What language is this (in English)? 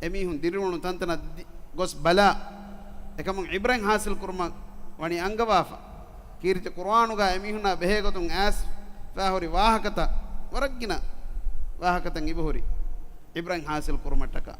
Divehi